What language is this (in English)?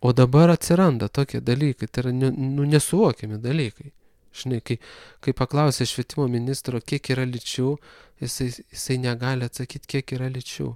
Lithuanian